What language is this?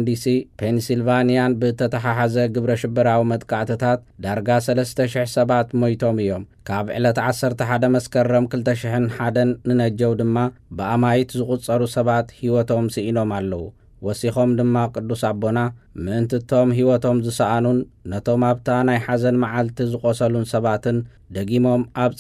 Tigrinya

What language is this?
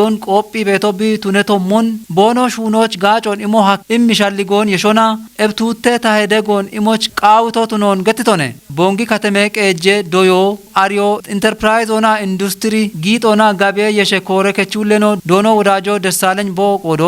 Kafa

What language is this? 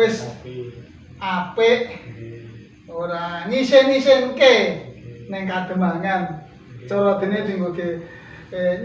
Javanese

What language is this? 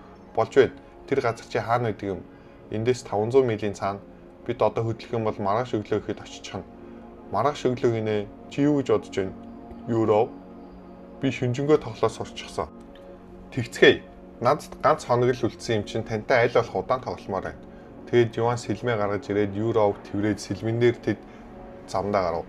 Mongolian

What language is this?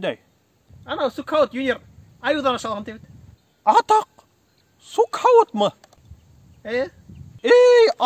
Bashkir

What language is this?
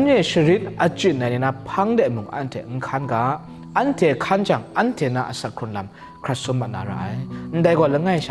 Kachin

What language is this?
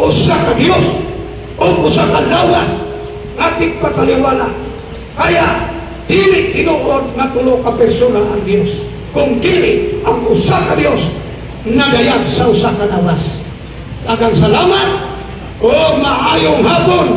Cebuano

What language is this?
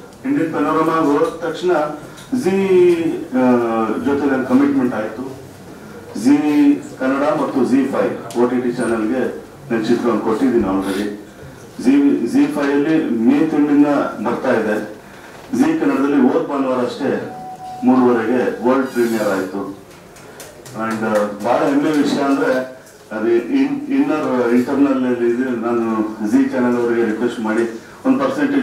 Kannada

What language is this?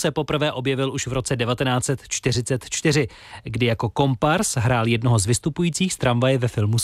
Czech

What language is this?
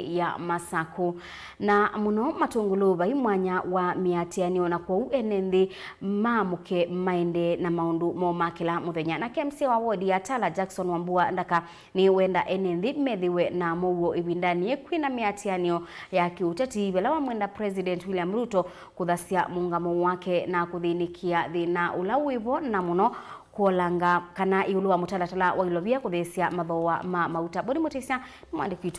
Kamba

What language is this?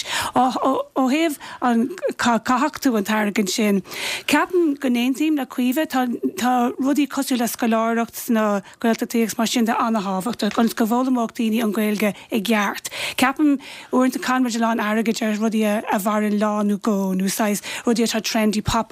Irish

